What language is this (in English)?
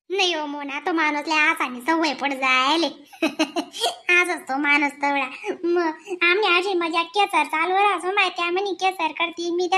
Khandesi